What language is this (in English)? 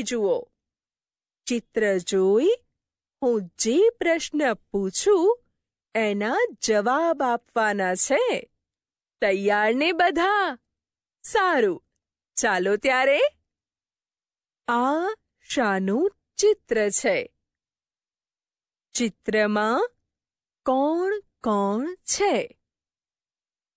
Gujarati